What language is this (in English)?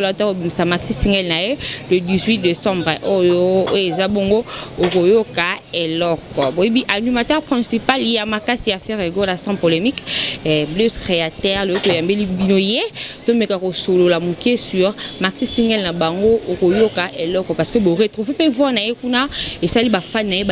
Lingala